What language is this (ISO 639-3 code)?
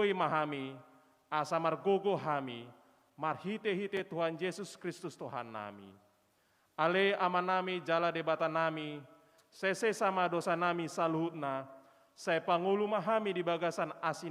bbc